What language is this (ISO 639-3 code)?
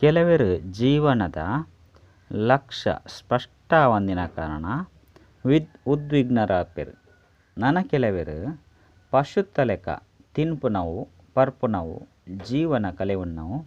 tcy